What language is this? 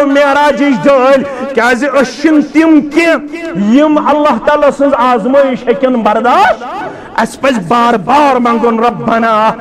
Kashmiri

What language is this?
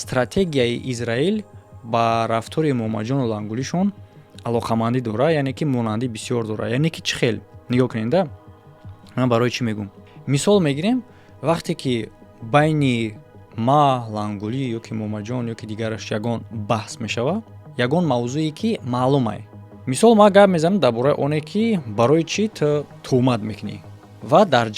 Tajik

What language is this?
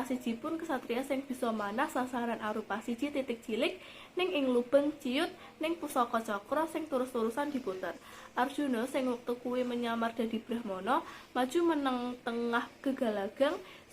Javanese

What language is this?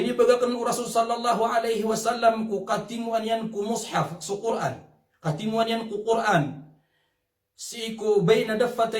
Maranao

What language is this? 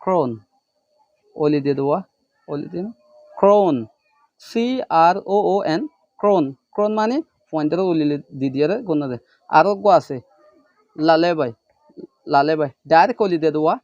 Rohingya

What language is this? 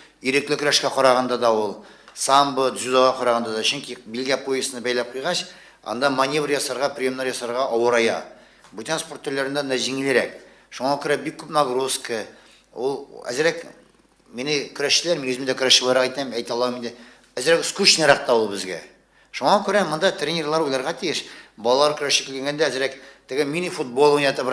Tatar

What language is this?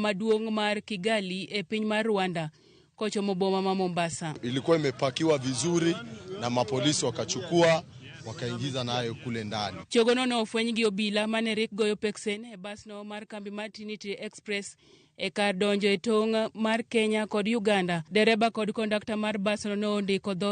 Luo (Kenya and Tanzania)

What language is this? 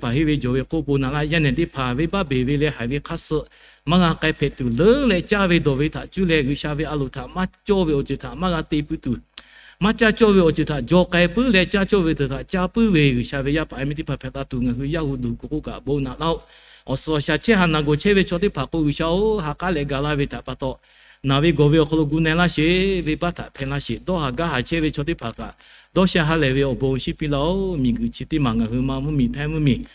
Lahu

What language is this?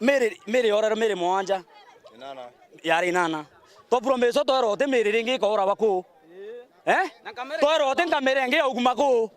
Meru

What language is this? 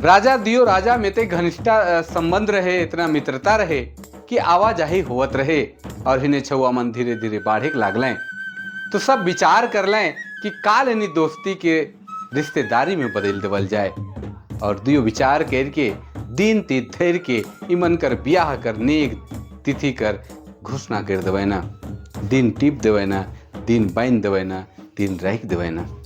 Sadri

